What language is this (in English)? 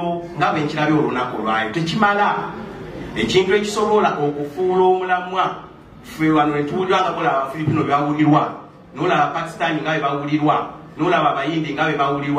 Soga